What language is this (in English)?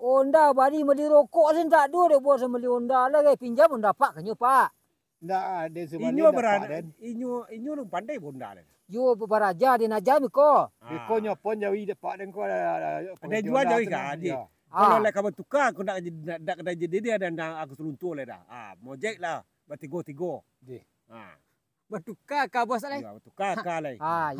Minangkabau